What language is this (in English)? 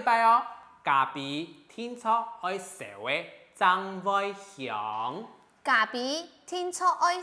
Hakka Chinese